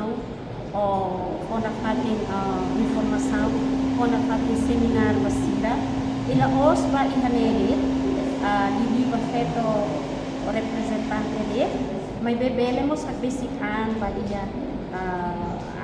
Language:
Tetum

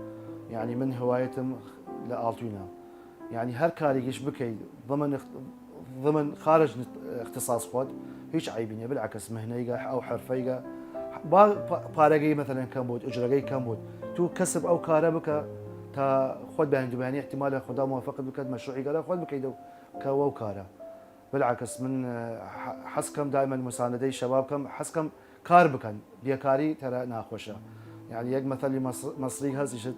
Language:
Southern Kurdish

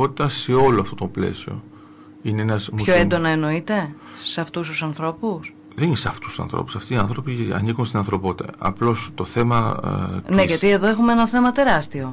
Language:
Greek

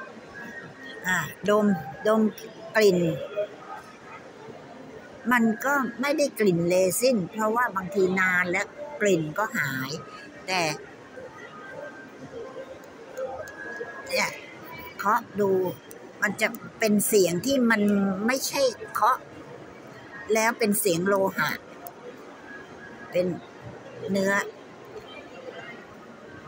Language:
Thai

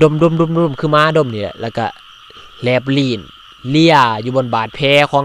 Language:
Lao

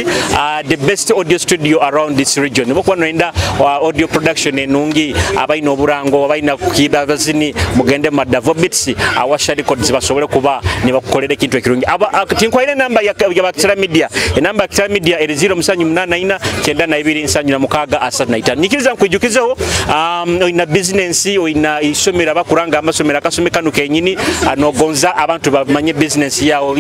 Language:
Nyoro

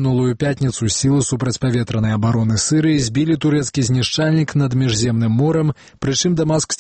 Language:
Belarusian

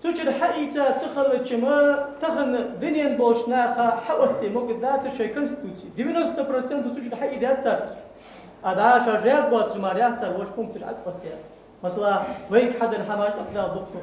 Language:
Ingush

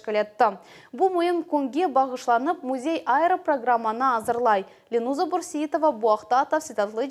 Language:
Crimean Tatar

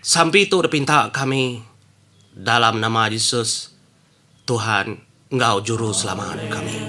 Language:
Iban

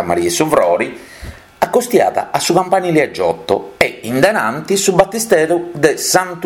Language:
Sardinian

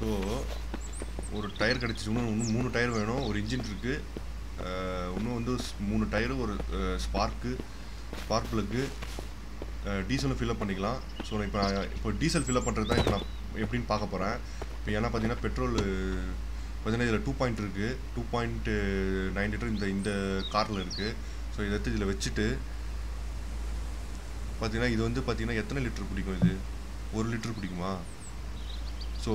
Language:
Tamil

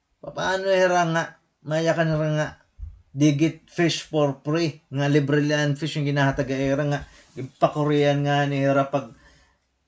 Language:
Waray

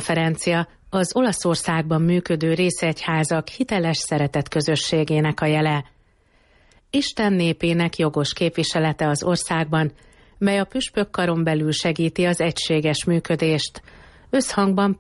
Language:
Hungarian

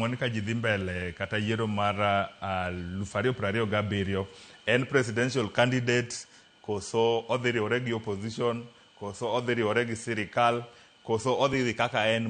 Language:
Luo (Kenya and Tanzania)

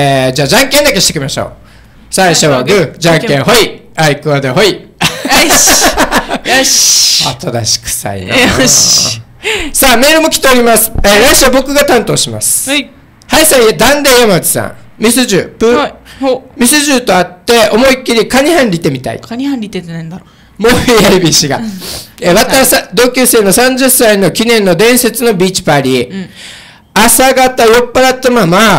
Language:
Japanese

